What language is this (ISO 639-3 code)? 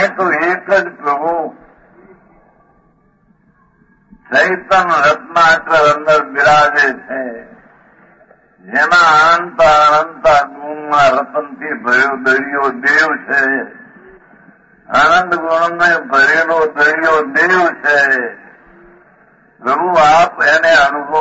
guj